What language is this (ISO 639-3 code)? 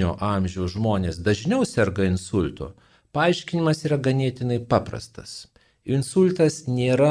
lit